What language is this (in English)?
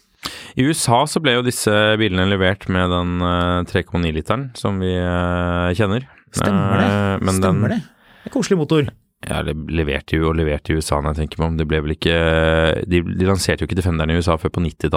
Norwegian